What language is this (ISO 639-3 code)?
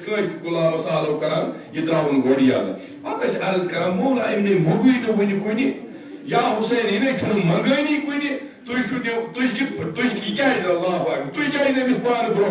kas